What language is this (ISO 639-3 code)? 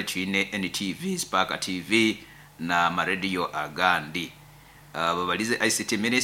nyo